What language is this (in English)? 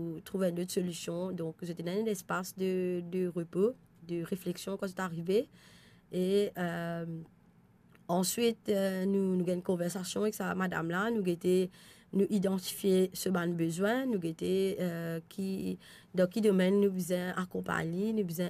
Morisyen